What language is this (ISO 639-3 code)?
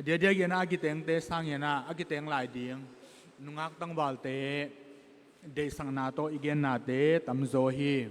tcz